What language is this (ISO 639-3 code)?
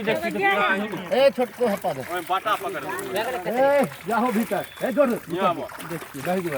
mai